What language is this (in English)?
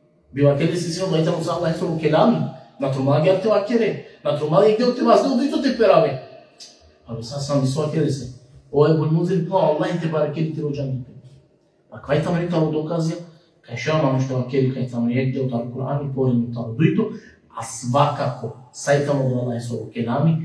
Balkan Romani